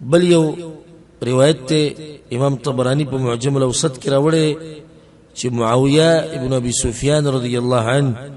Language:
Pashto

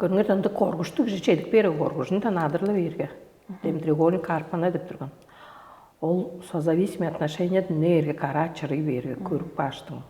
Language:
Tuvinian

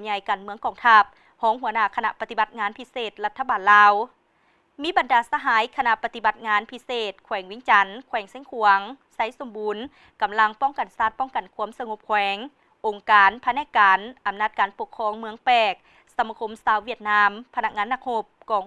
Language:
Lao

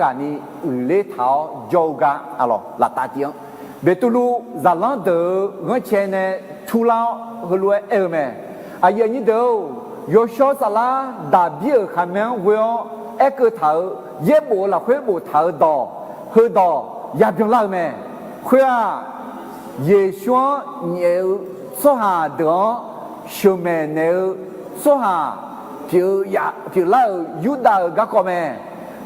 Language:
Akha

